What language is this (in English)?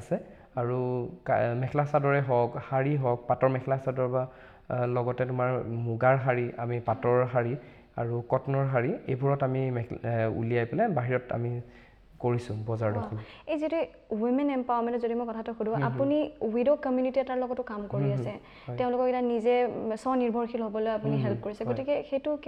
Assamese